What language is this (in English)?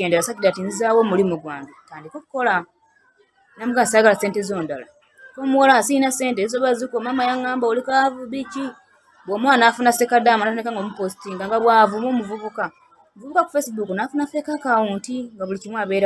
Ganda